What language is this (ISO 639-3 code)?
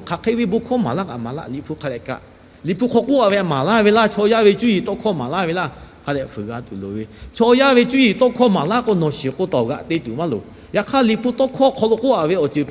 lhu